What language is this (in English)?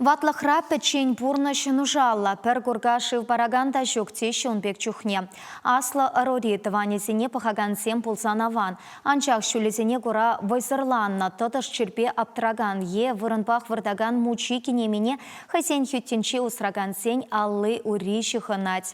Chuvash